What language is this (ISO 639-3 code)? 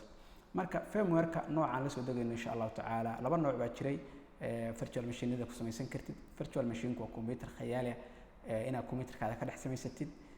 som